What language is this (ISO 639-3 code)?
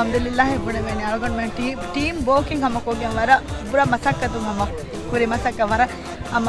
div